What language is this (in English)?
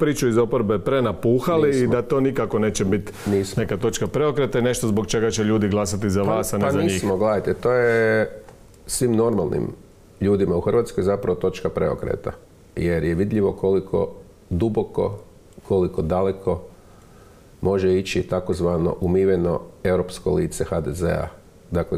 Croatian